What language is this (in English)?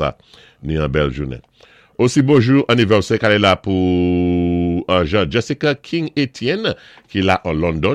Saint Lucian Creole French